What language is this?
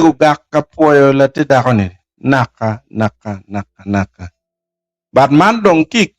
Acoli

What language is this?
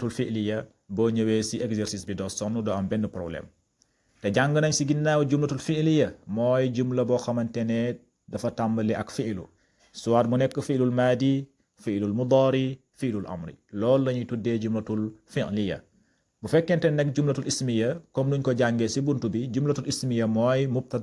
Wolof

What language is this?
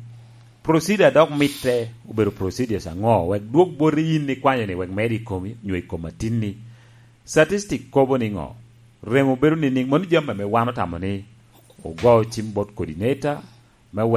Lango (Uganda)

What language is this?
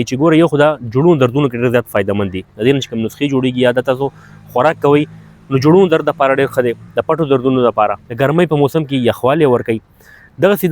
Pashto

